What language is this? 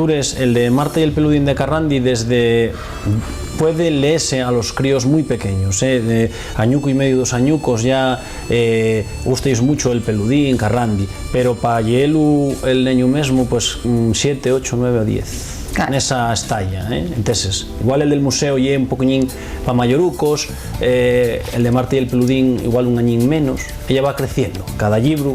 Asturian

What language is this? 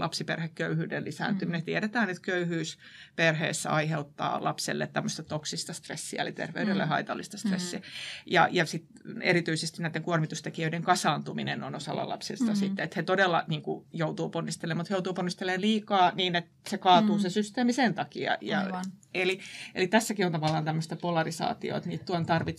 Finnish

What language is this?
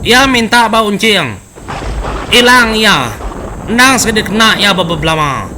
Iban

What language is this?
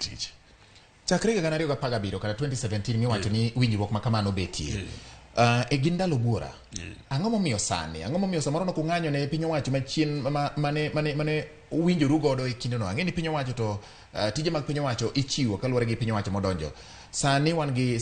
Luo (Kenya and Tanzania)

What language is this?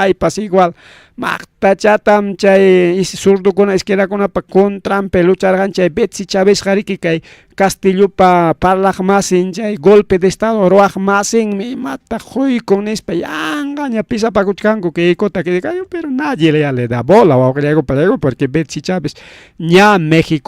Ayacucho Quechua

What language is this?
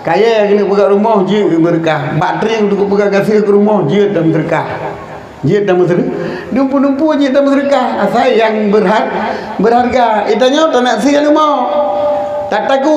Achinese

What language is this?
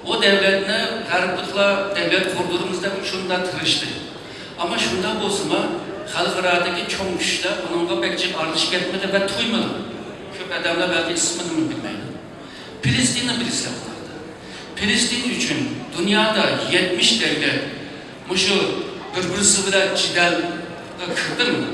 Uyghur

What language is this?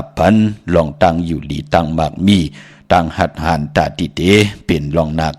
Shan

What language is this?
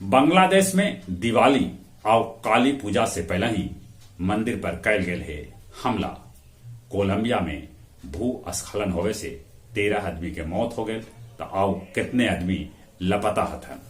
Magahi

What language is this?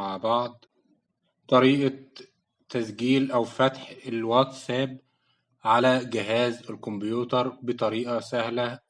Egyptian Arabic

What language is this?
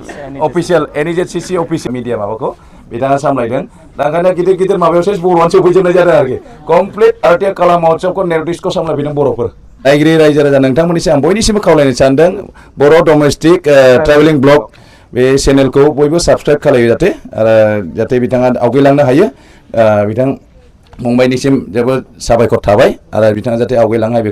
Bodo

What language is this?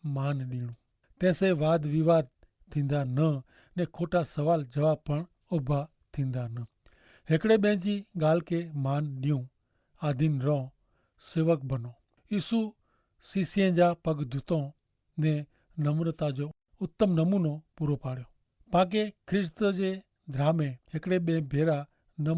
Kachhi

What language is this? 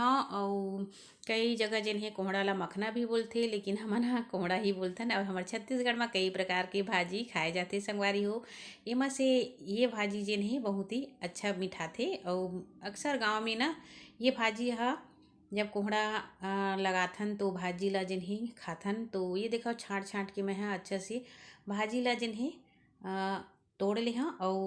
Chhattisgarhi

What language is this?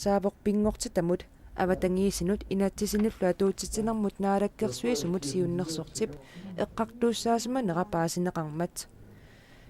Kalaallisut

